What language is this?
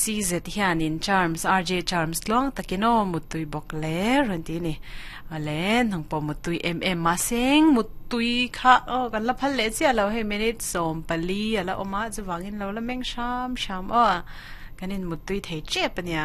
Mizo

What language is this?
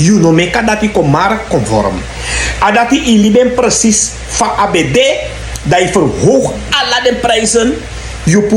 Sranan Tongo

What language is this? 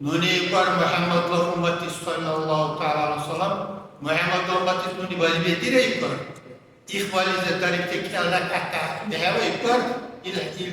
Dargwa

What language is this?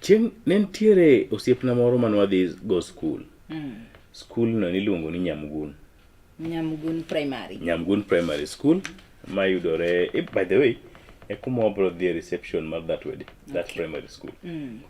Luo (Kenya and Tanzania)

